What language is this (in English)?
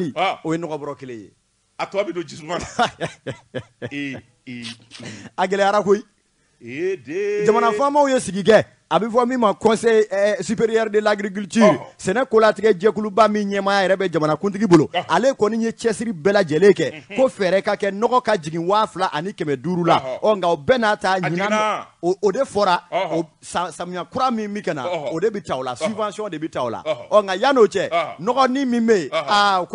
Bambara